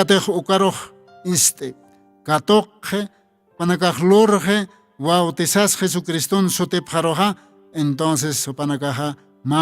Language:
Aymara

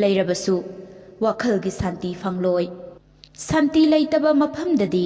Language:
Manipuri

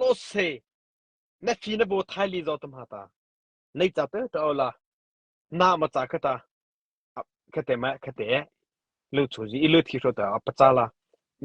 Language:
Mara Chin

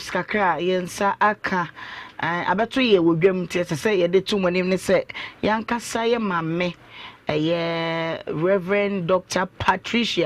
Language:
Akan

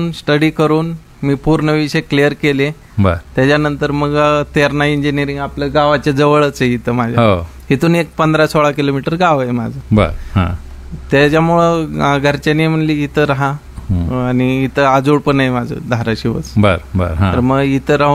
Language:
Marathi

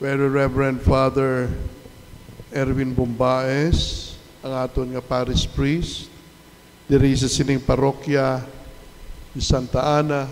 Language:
Hiligaynon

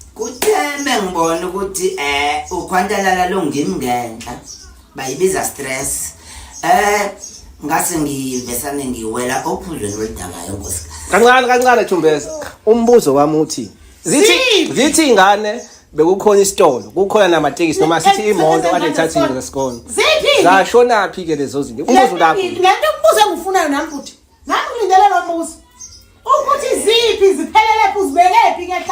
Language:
Zulu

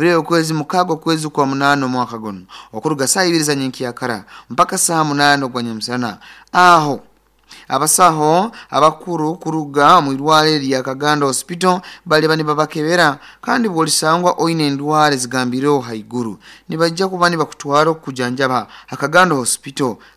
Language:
Nyoro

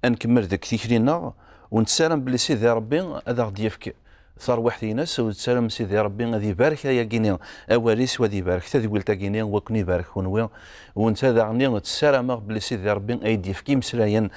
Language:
Kabyle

